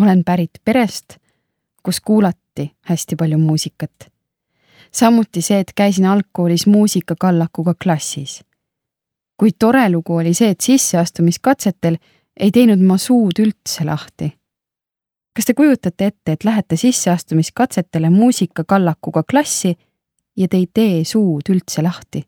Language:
Estonian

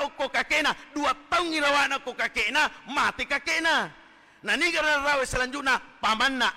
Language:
Buginese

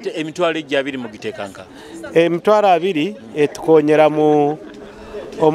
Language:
Nyoro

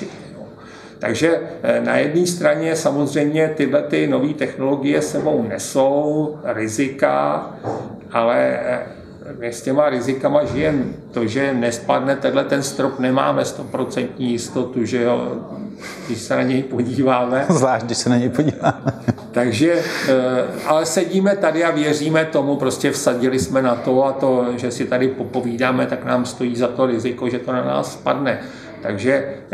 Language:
Czech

